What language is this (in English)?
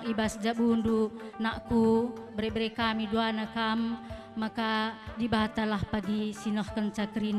Batak Karo